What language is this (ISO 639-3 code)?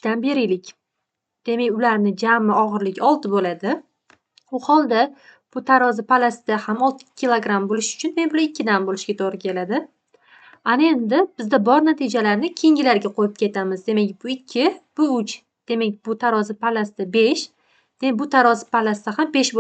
uzb